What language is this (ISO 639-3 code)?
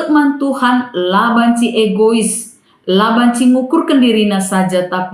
btx